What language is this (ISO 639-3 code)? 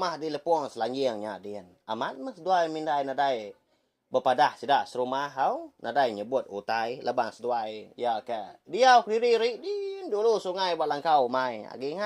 iba